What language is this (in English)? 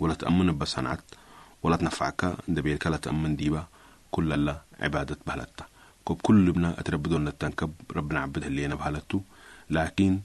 Sudanese Arabic